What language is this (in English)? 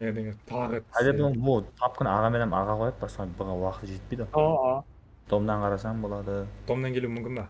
Kara-Kalpak